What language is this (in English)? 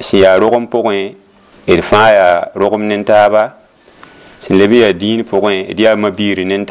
Mossi